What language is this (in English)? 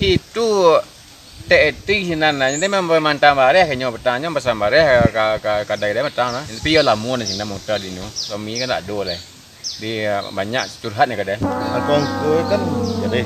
Minangkabau